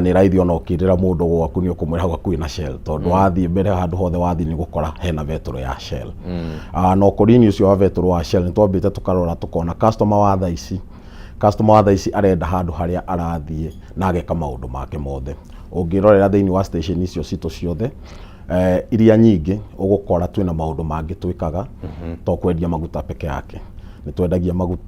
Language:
Kikuyu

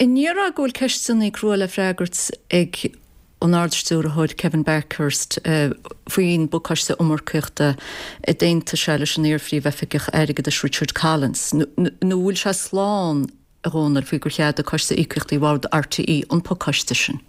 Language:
Irish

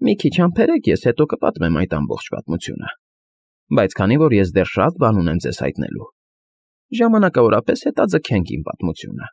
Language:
Armenian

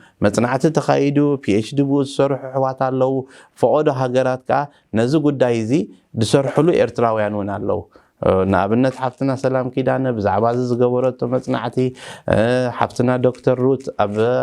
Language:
Tigrinya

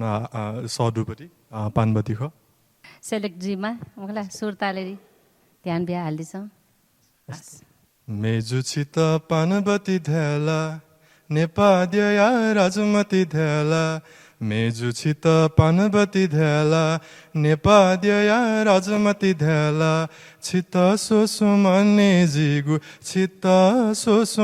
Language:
Newari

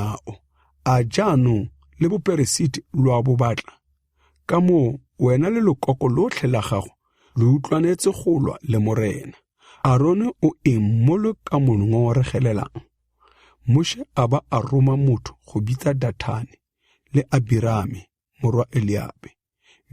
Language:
Tswana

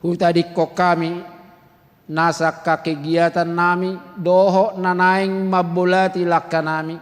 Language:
Batak Toba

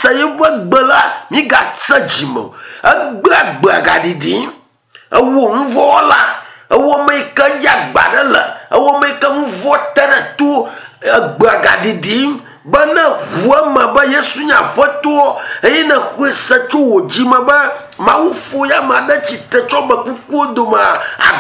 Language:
Ewe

